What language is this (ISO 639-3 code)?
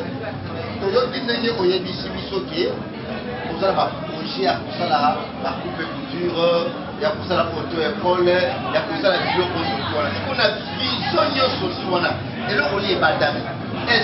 lin